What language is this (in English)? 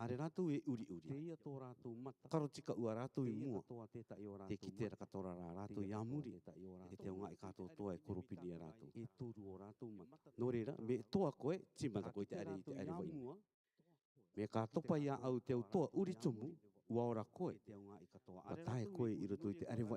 Rarotongan